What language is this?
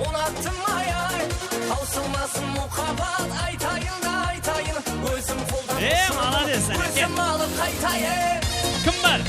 Kara-Kalpak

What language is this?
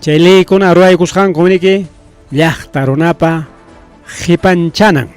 Ayacucho Quechua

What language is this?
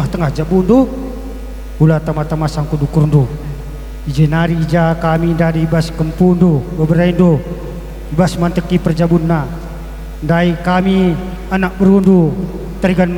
Batak Karo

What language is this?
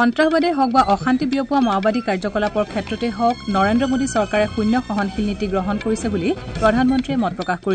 Assamese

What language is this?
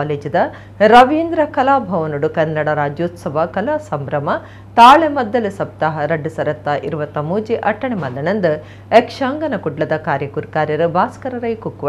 Tulu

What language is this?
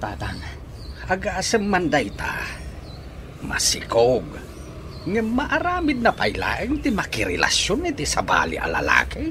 Iloko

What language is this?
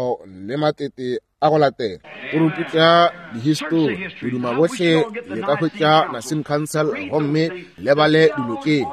Northern Sotho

